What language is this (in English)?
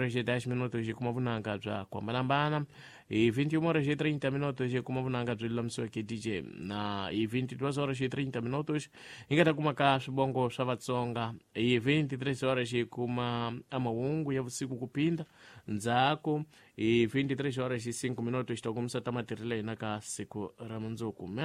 Tsonga